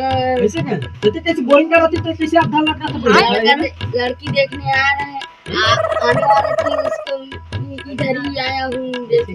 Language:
Chhattisgarhi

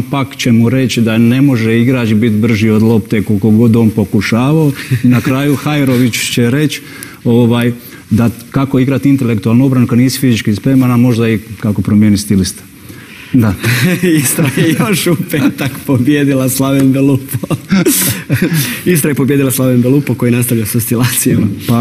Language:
Croatian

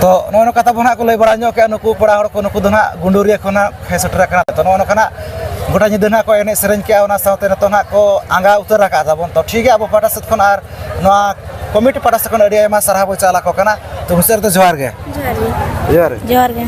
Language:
Santali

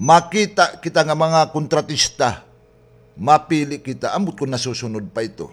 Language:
Waray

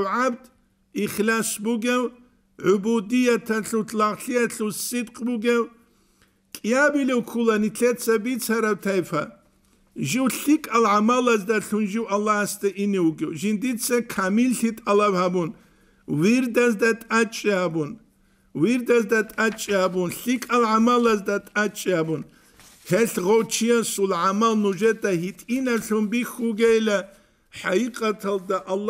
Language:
Avaric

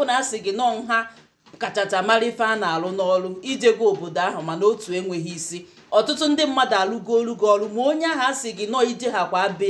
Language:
Igbo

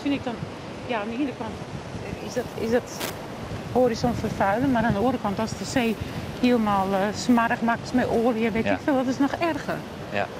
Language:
Western Frisian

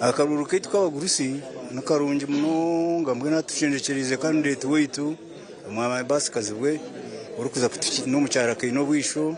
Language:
Nyankole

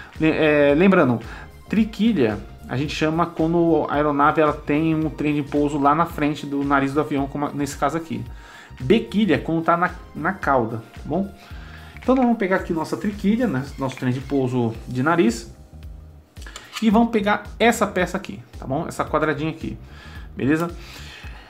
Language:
Portuguese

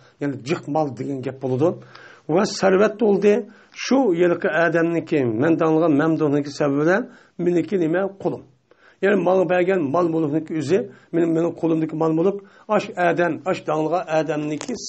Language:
Uyghur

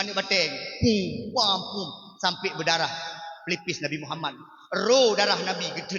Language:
Achinese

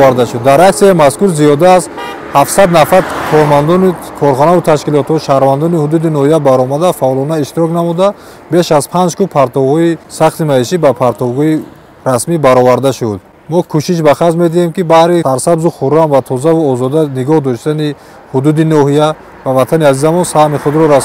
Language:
Tajik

